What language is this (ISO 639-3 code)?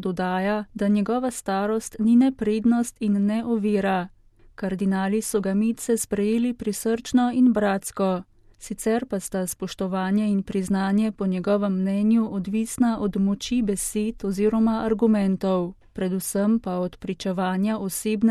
slv